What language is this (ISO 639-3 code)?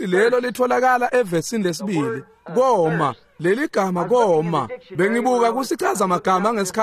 ssw